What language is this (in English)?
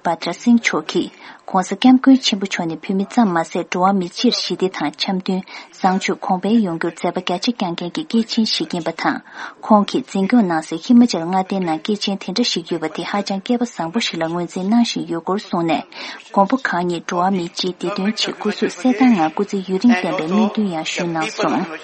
Tibetan